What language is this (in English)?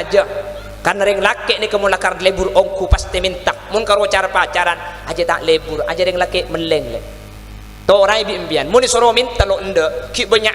Madurese